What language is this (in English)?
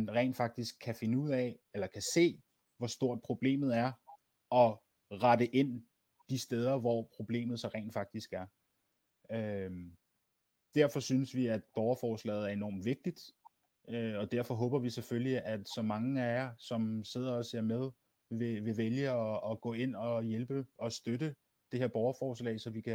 Danish